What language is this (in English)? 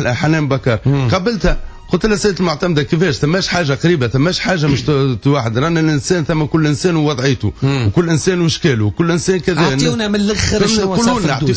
Tunisian Arabic